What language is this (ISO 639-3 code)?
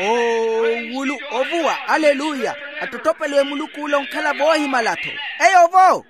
vmw